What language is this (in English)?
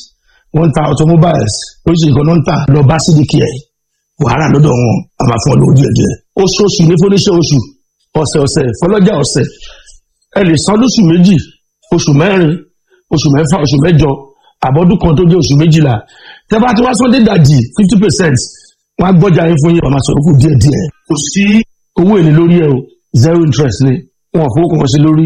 Yoruba